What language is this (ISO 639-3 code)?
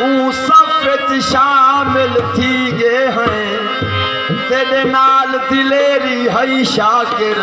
skr